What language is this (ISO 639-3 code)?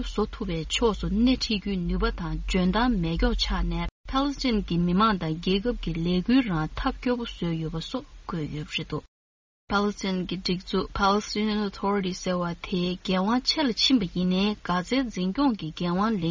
bod